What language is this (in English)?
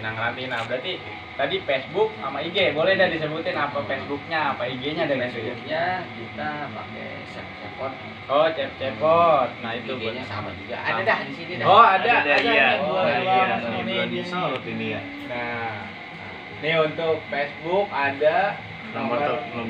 Betawi